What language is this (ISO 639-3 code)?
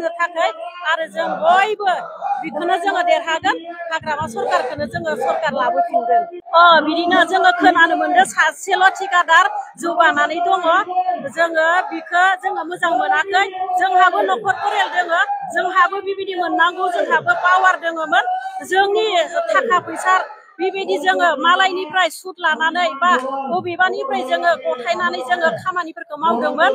brx